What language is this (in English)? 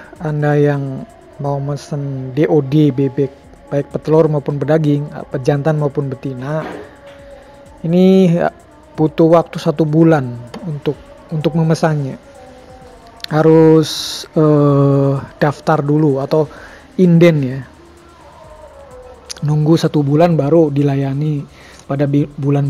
Indonesian